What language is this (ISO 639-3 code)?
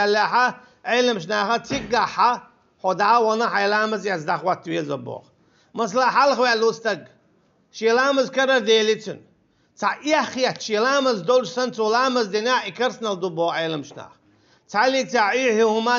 che